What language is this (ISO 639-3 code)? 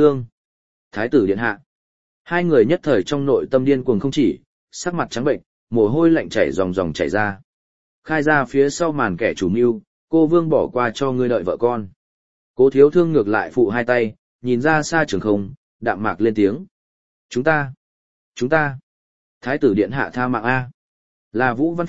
vie